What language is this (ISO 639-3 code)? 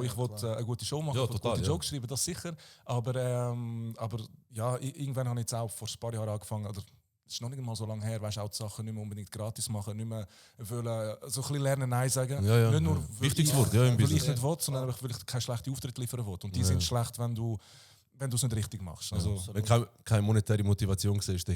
gsw